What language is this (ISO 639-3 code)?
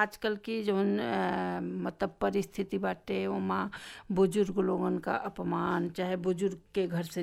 bho